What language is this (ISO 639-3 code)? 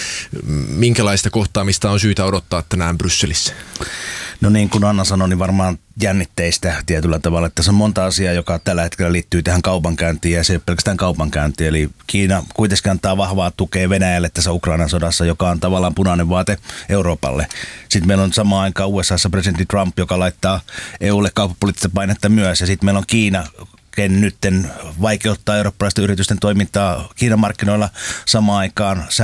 fin